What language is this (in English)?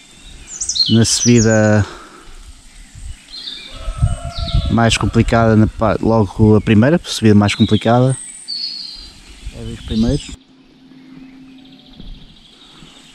Portuguese